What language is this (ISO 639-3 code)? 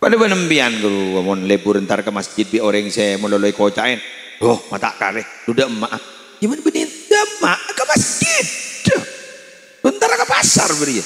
mad